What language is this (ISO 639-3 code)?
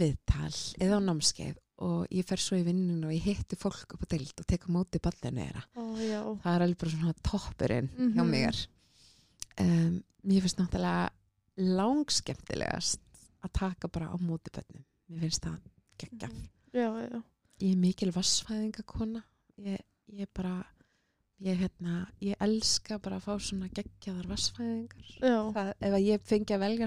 isl